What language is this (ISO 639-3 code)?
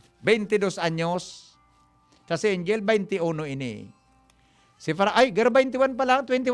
bik